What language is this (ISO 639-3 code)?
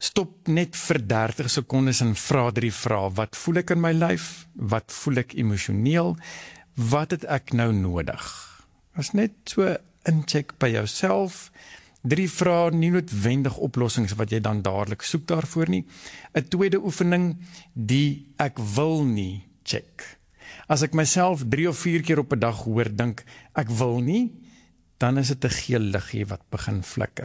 afr